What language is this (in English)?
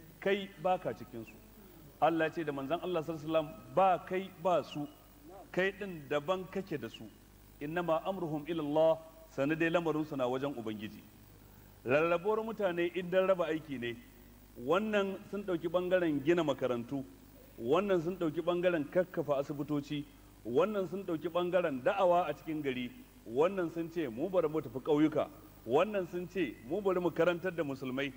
Hausa